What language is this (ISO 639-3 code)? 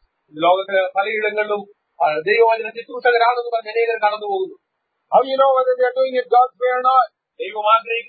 mal